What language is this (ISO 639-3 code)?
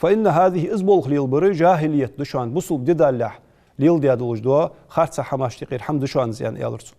inh